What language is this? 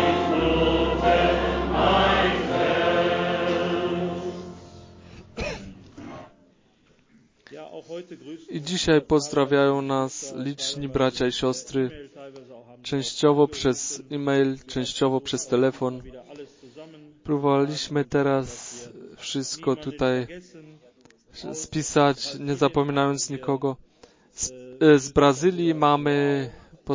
Polish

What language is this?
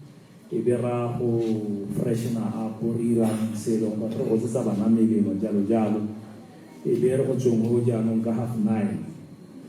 Tswana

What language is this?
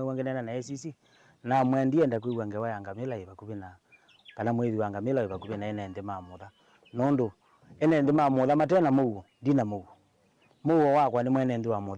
Kamba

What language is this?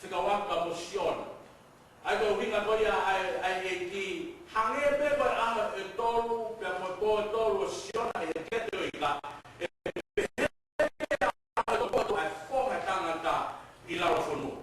Tongan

